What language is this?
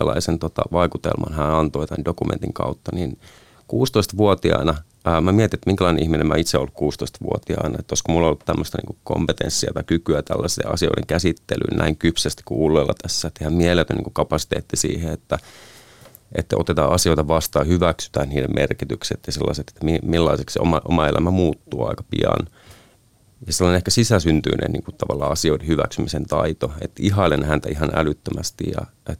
Finnish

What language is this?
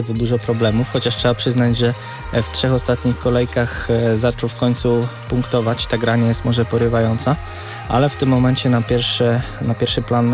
Polish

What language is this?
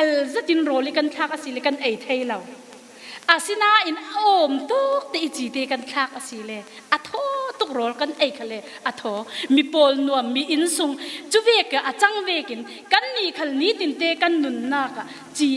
Falam Chin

